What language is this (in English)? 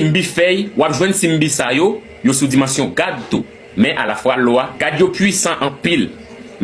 Haitian Creole